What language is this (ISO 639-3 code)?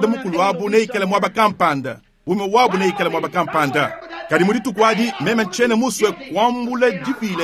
lua